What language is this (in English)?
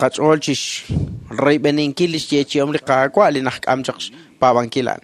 Kekchí